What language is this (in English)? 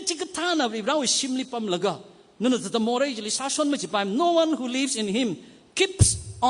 Tangkhul Naga (India)